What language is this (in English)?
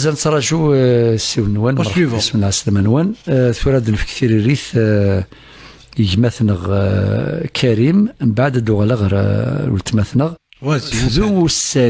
Kabyle